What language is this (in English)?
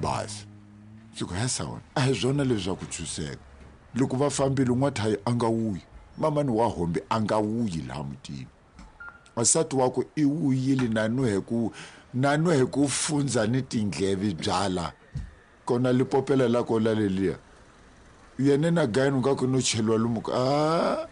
Tsonga